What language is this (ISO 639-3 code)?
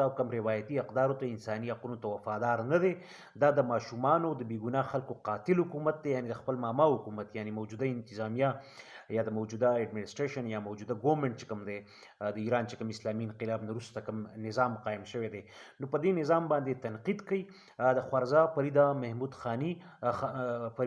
pus